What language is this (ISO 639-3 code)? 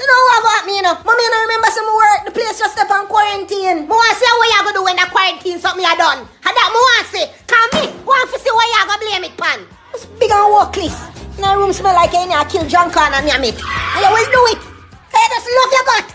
jam